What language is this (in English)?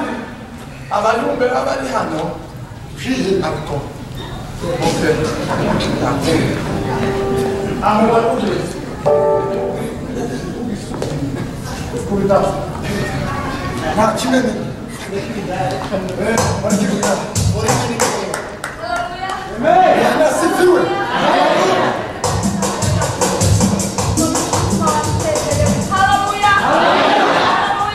Kinyarwanda